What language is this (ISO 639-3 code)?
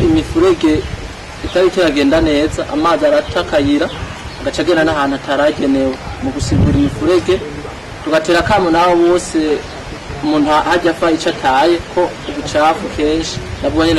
run